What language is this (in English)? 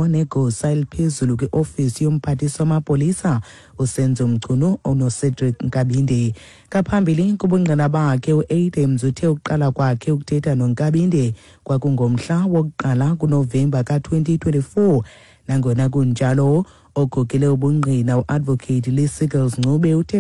Xhosa